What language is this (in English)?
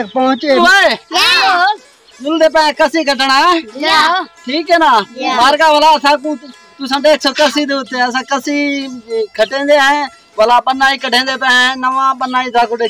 Saraiki